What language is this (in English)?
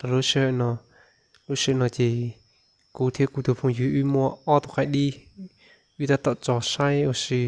Hmong